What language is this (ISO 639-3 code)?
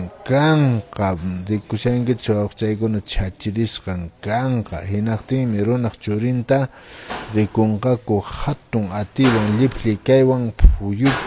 que